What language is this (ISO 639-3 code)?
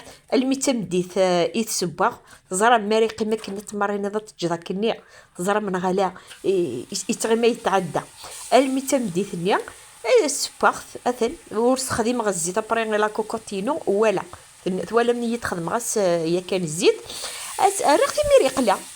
kab